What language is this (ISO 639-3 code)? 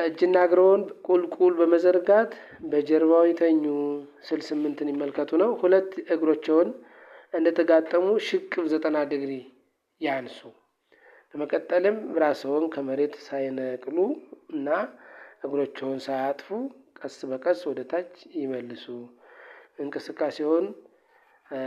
amh